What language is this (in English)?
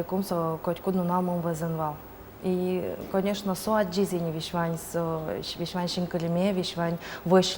Udmurt